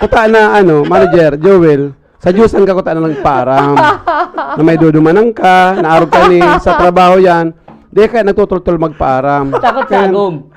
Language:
Bikol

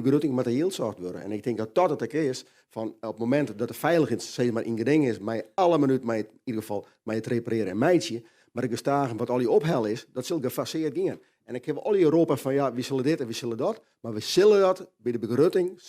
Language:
Western Frisian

